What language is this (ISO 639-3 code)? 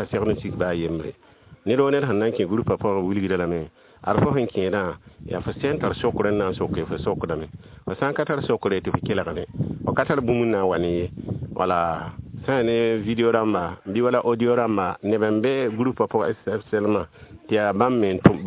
mos